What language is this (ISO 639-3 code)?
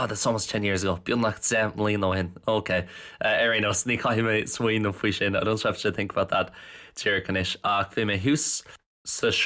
gle